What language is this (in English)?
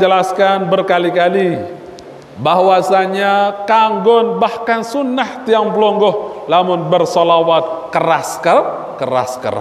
Sasak